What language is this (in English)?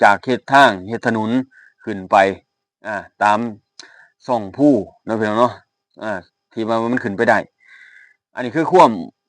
Lao